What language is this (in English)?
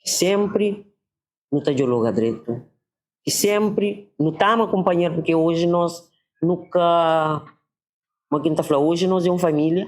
Kabuverdianu